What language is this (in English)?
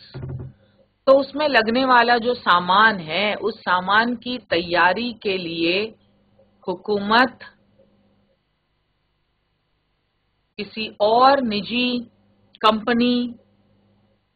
Urdu